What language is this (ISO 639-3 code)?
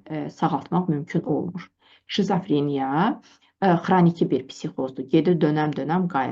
aze